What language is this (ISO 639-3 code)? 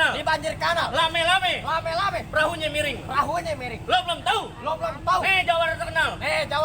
bew